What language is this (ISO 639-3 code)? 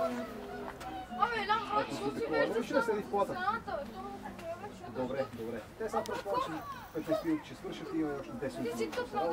bul